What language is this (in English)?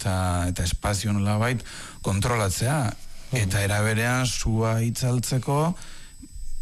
Basque